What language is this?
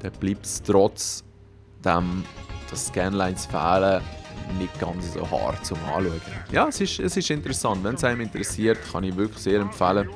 Swiss German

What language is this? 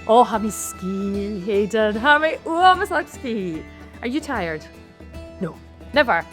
Scottish Gaelic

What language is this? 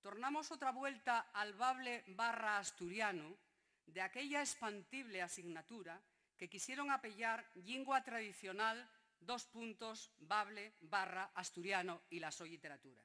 Asturian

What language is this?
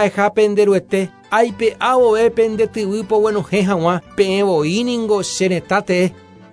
Guarani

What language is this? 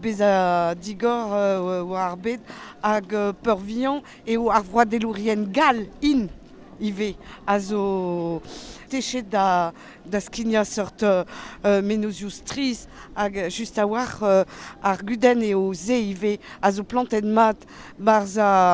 Breton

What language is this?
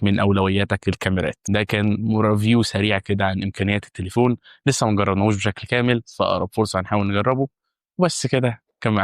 Egyptian Arabic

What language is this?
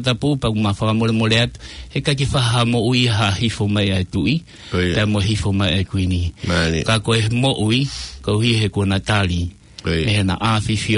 Tongan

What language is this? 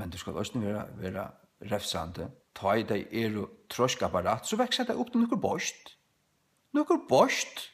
Faroese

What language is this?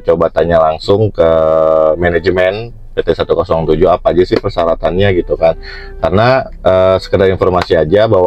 Indonesian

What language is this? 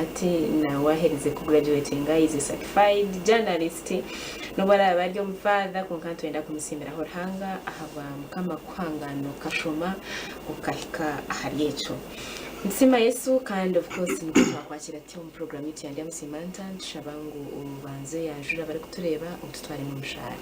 Nyankole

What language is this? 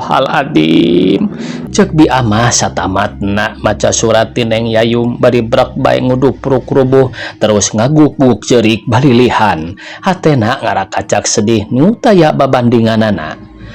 Sundanese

